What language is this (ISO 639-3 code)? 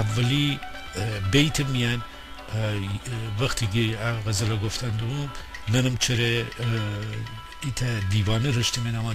glk